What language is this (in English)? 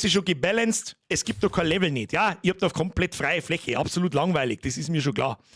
Bavarian